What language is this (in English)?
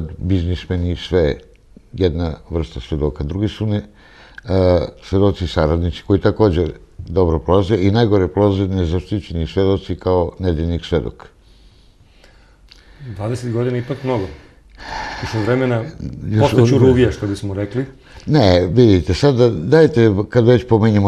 Serbian